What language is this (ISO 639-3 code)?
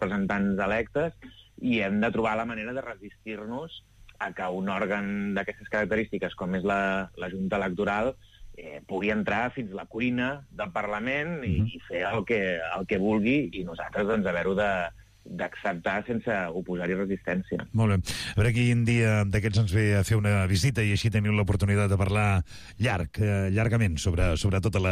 cat